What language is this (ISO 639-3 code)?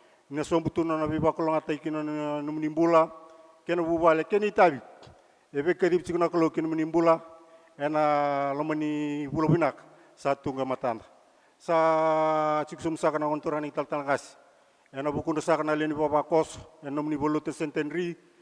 fij